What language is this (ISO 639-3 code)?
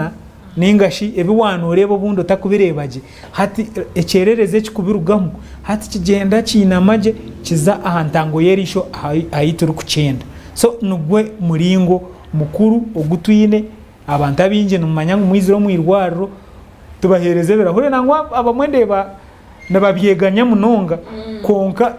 nyn